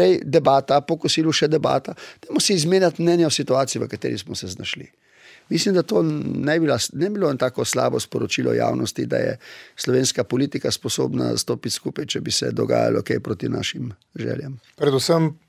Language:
Slovenian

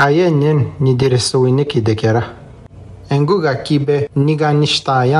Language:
Atikamekw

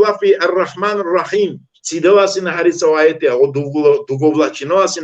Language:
Balkan Romani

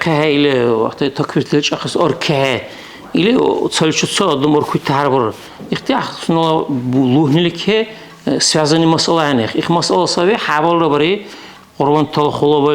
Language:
Dargwa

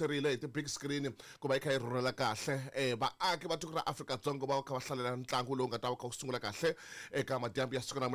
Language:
Tsonga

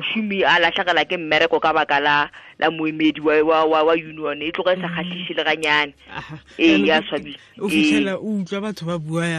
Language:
Tswana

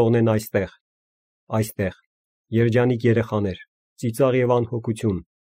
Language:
Armenian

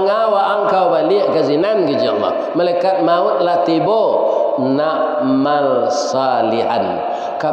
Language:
Minangkabau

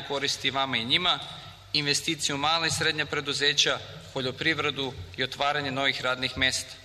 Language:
Serbian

